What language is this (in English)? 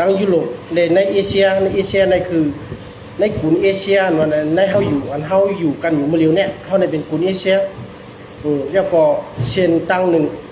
Shan